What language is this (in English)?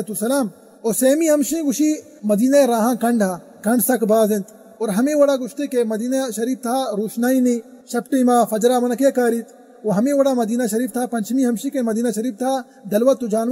Baluchi